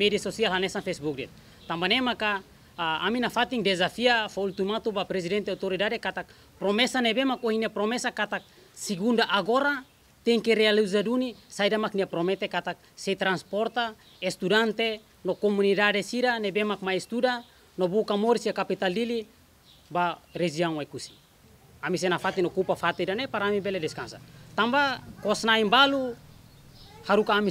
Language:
Tetum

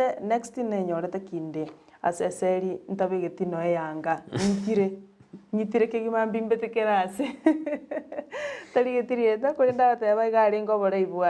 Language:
Gusii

